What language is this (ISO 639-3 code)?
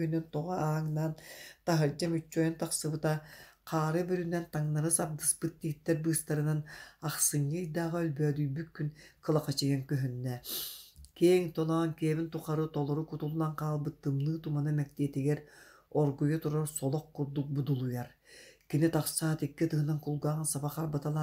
sah